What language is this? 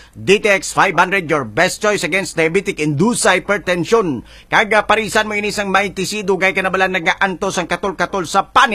Hiligaynon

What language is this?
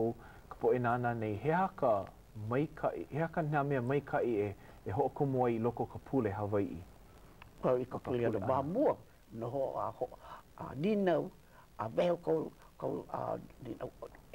Hawaiian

